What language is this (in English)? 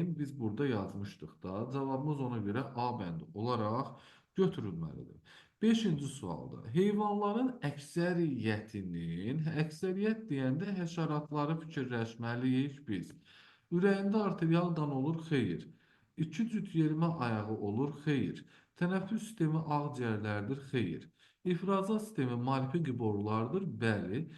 Azerbaijani